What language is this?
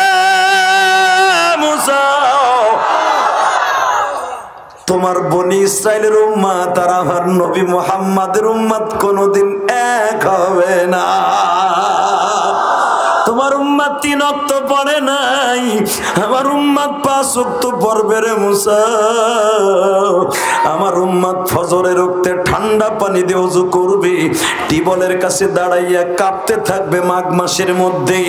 Bangla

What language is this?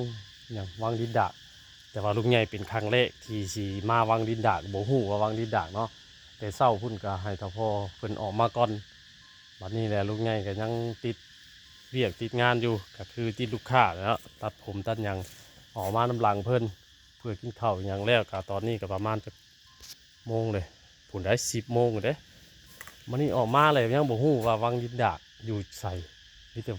Northeastern Thai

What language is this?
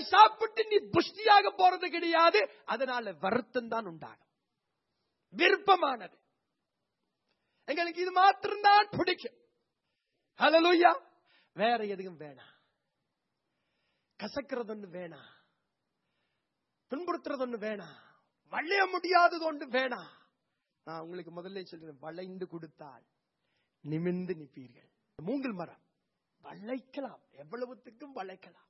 Tamil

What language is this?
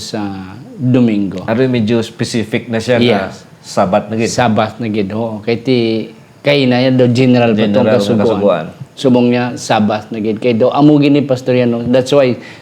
Hiligaynon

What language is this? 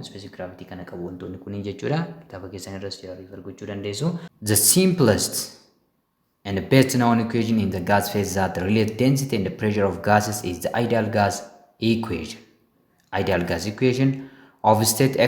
Oromo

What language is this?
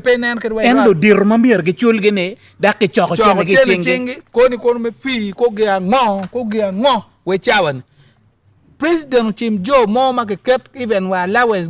Acoli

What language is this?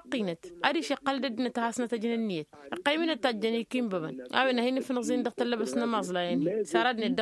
Tamasheq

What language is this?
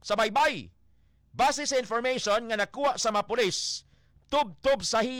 Hiligaynon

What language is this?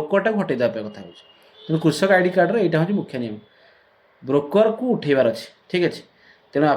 Odia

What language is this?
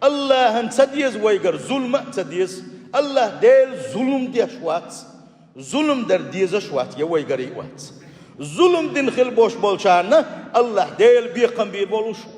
Chechen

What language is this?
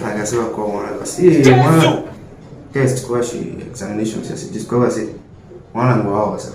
Tiv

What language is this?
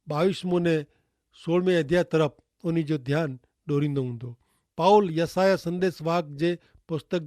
Kachhi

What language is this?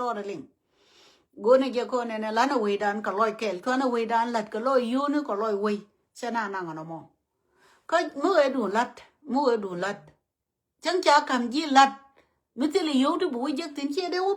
Nuer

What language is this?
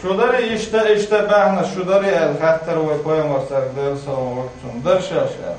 Chechen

